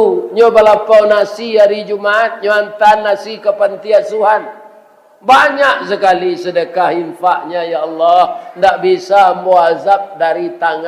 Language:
Minangkabau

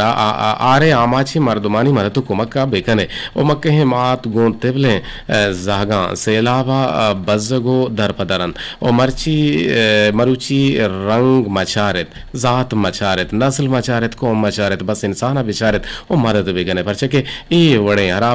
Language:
Eastern Balochi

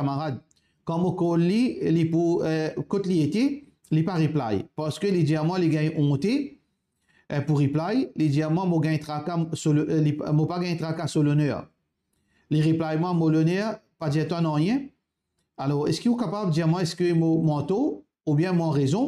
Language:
Morisyen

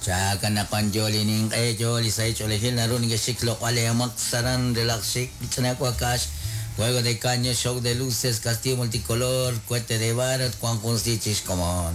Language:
Kekchí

